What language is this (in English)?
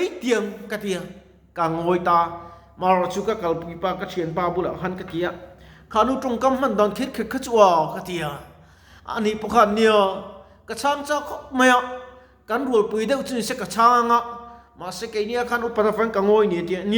Mizo